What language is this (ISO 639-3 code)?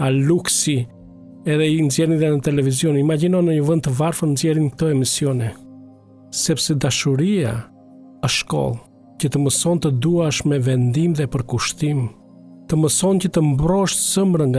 sqi